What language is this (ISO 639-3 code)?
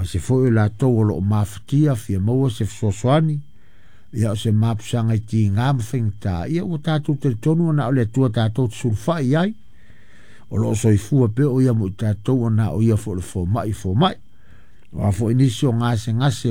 smo